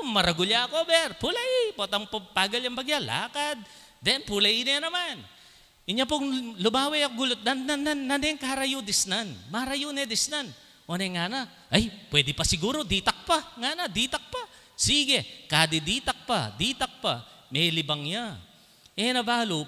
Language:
Pampanga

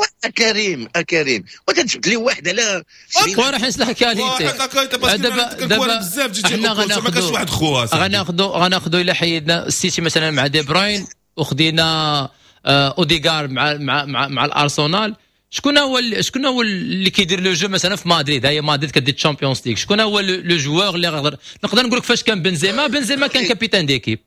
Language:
Moroccan Arabic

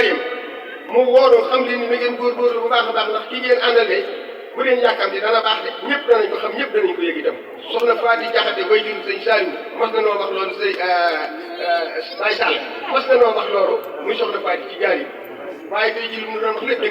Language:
Wolof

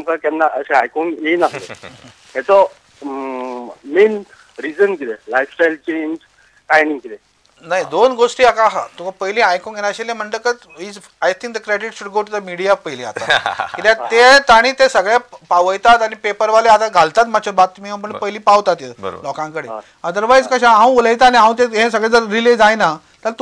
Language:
Konkani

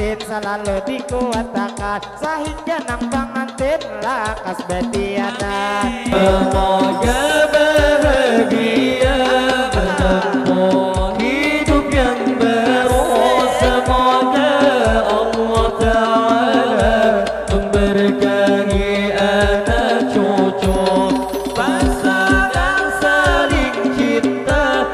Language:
Banjar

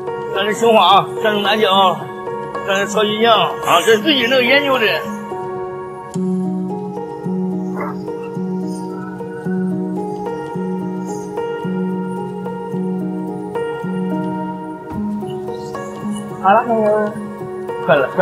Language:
Chinese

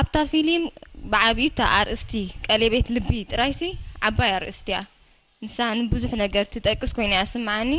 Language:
Tigrinya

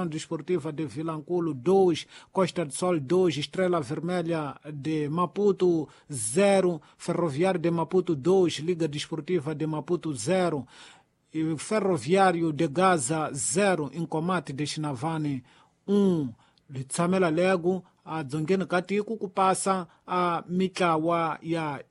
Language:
Tsonga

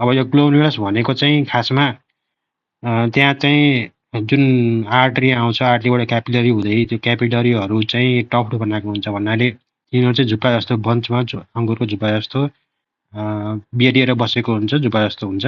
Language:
Nepali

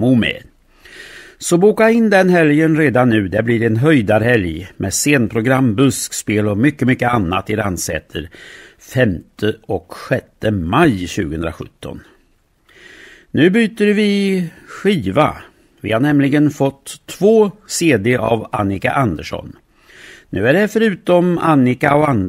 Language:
Swedish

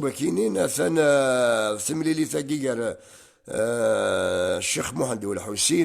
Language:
Kabyle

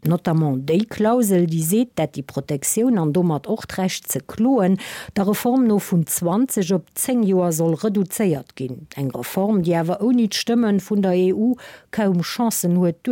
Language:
Luxembourgish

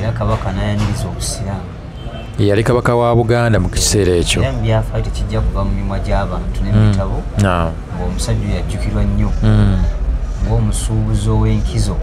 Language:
Ganda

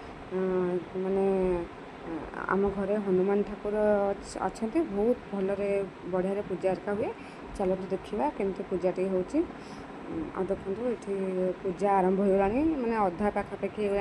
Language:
Odia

